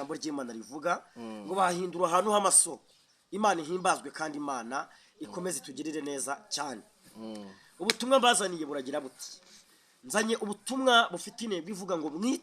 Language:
Kinyarwanda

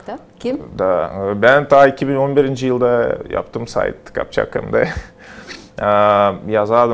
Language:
Gagauz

